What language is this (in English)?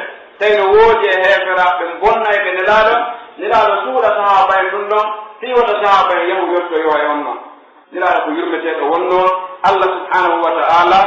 Pular